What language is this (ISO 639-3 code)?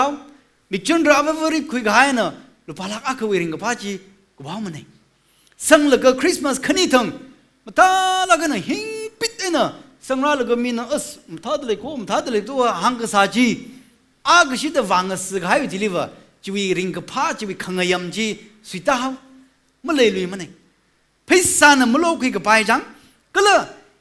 nmf